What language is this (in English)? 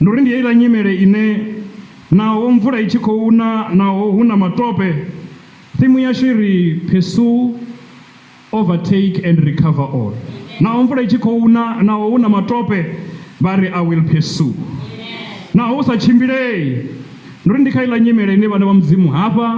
Venda